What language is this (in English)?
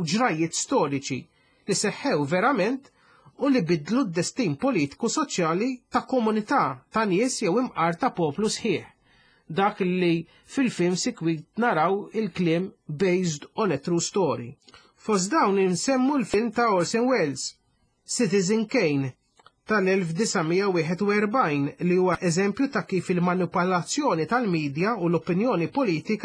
Maltese